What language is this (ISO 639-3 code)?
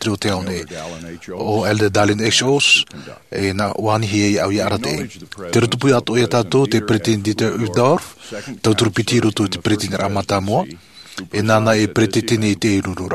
tah